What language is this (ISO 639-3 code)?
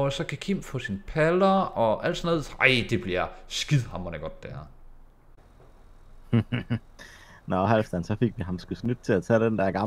dan